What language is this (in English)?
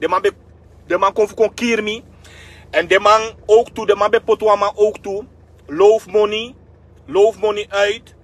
Sranan Tongo